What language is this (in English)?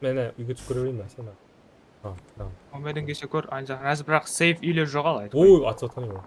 Kara-Kalpak